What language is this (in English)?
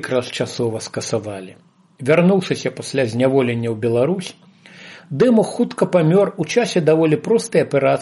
Belarusian